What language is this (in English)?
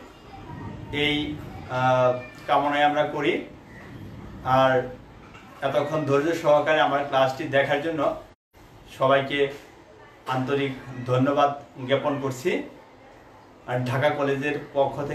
Bangla